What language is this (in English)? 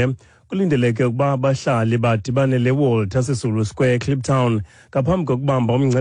Xhosa